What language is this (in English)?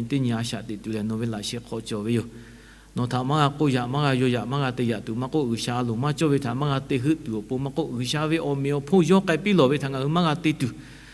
Lahu